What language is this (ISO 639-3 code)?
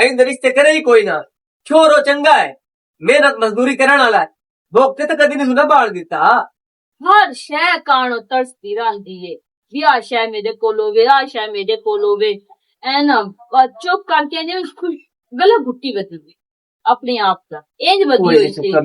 lah